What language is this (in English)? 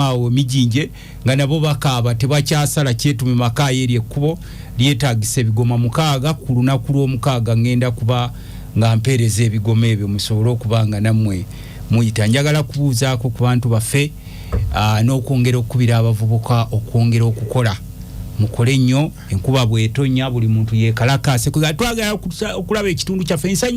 Ganda